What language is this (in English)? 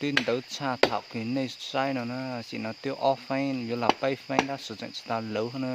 Hmong